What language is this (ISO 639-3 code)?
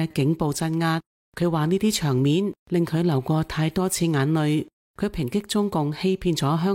yue